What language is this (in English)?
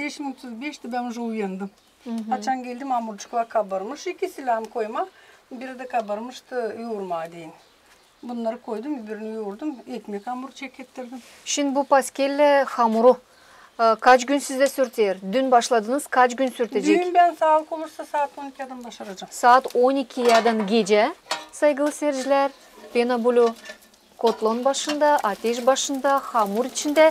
Gagauz